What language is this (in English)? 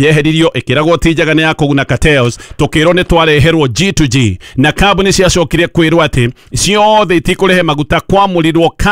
Kikuyu